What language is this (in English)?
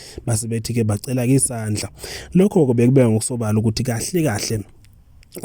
Zulu